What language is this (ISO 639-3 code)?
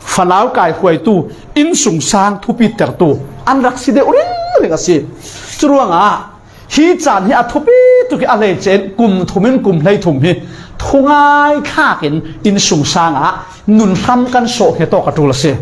cfm